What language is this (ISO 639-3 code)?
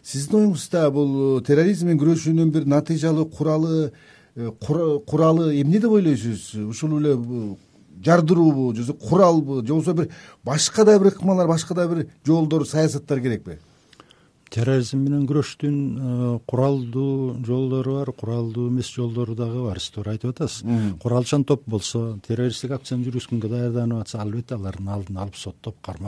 kir